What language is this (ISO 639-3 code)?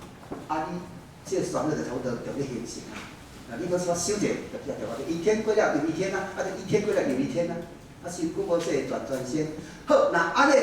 nan